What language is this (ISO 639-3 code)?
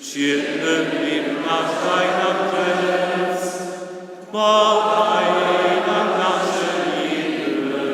hsb